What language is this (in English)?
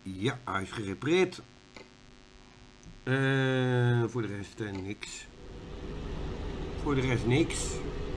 Dutch